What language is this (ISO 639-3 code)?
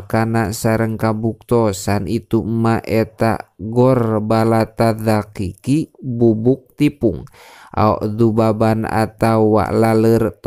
sun